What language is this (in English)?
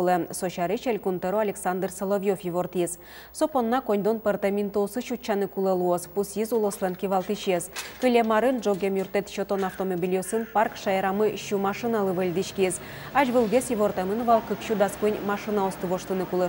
Udmurt